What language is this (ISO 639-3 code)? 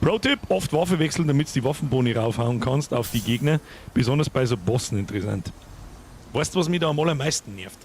bar